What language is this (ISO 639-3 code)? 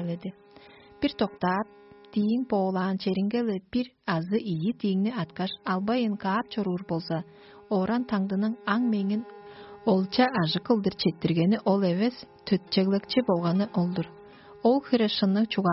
tyv